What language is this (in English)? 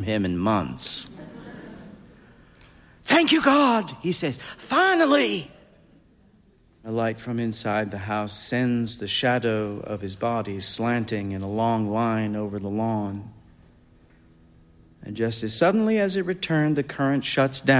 English